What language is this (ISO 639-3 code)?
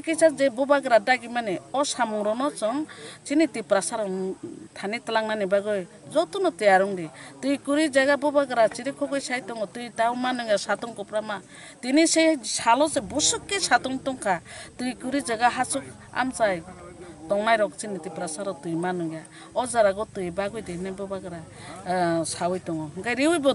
trp